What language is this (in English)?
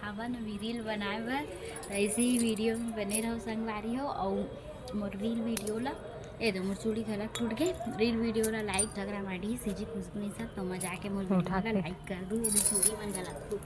Chhattisgarhi